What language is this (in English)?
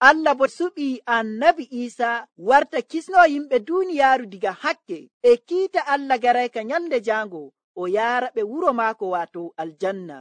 Nigerian Fulfulde